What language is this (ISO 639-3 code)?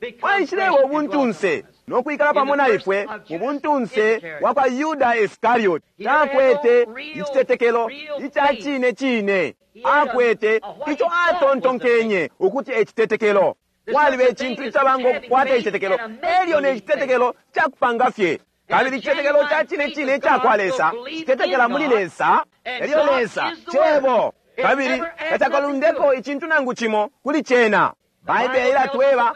bem